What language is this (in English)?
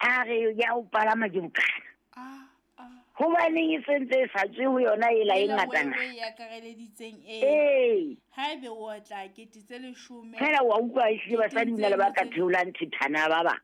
Southern Sotho